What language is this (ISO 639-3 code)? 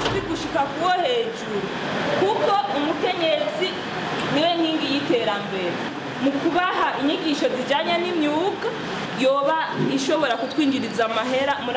run